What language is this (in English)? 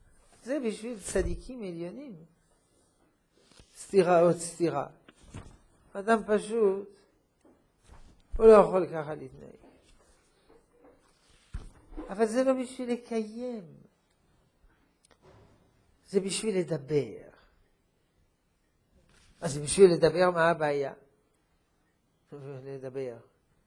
Hebrew